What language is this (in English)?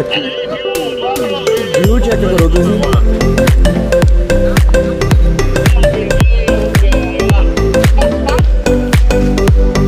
Punjabi